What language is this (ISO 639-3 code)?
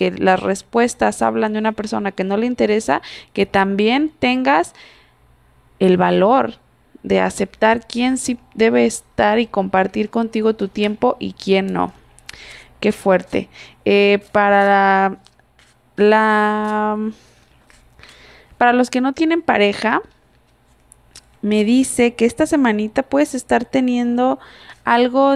spa